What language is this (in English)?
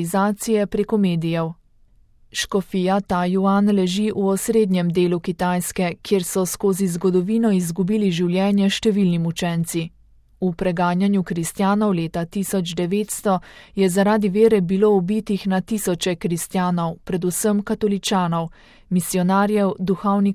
Slovenian